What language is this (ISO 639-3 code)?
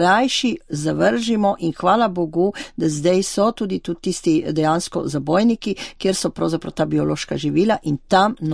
slv